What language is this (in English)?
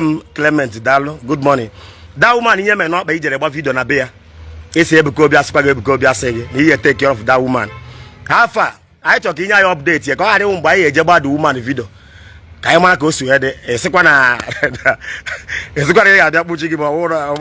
Igbo